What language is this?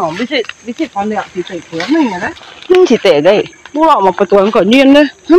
Iban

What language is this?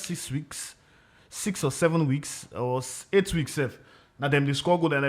Nigerian Pidgin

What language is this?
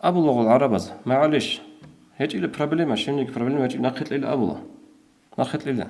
Avaric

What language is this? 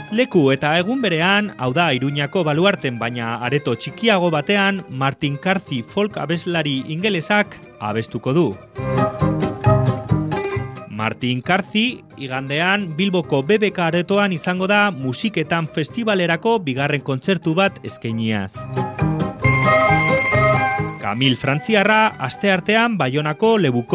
Basque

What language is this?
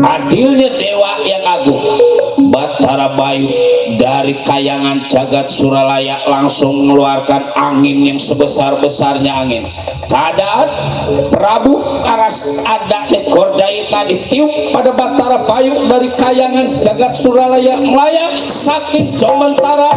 Betawi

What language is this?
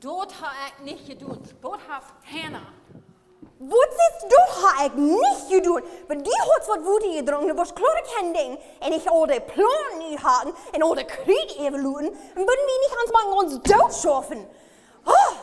Plautdietsch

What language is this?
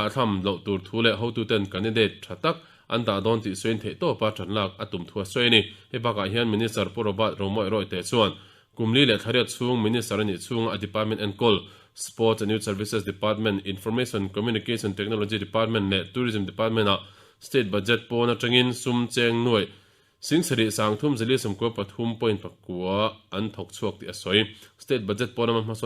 Mizo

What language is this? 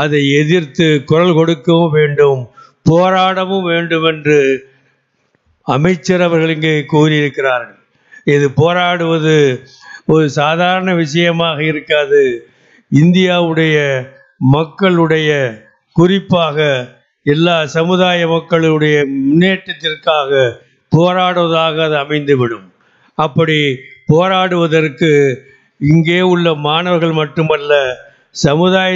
Tamil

